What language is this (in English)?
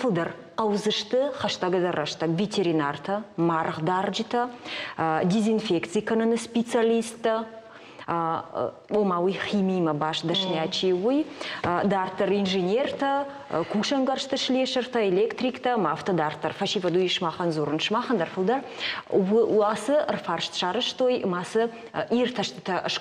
Ossetic